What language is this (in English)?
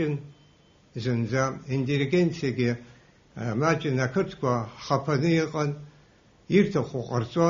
Abkhazian